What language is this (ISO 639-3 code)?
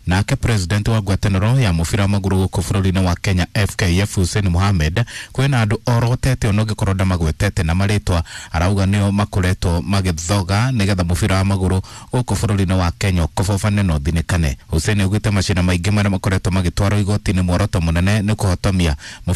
kik